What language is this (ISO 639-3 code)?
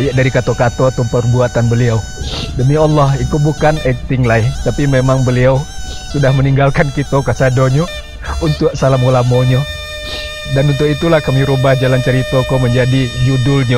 min